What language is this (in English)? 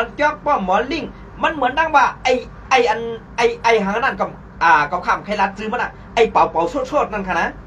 Shan